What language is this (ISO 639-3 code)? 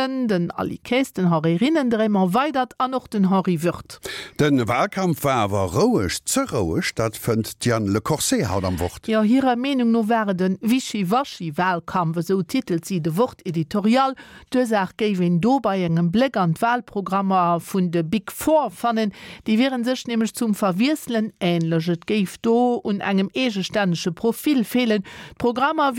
ltz